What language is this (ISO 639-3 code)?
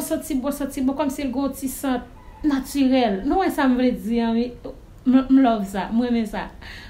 hat